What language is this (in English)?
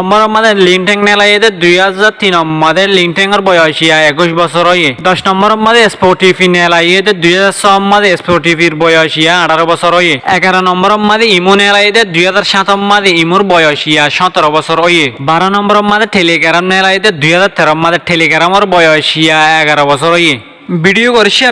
Rohingya